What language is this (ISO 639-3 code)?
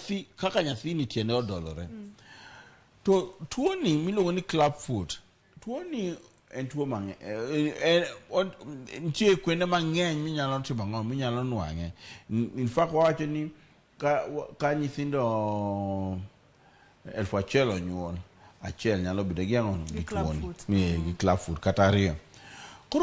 luo